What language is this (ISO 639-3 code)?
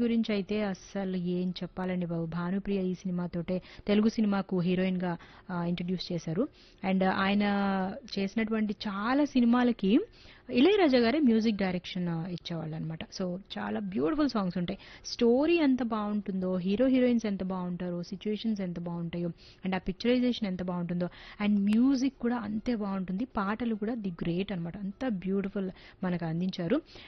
tel